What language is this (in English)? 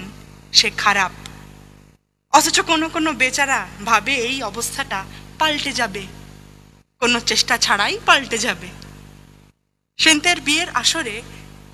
Bangla